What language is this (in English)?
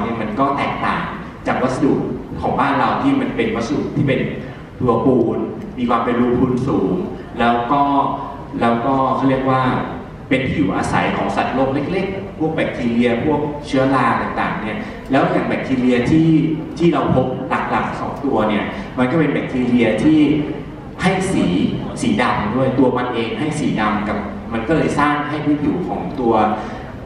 Thai